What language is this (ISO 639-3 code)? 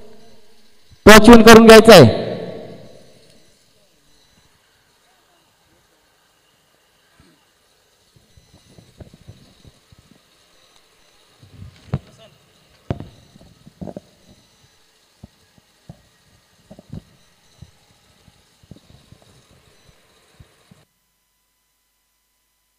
mar